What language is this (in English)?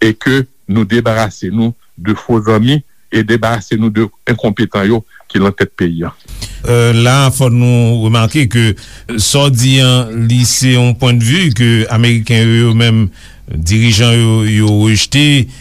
Haitian Creole